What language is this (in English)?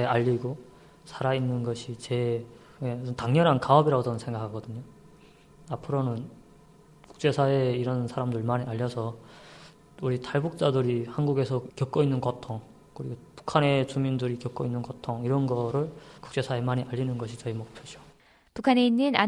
Korean